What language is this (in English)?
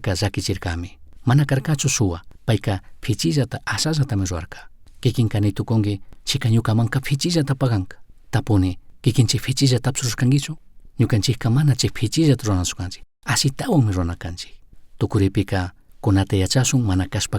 Chimborazo Highland Quichua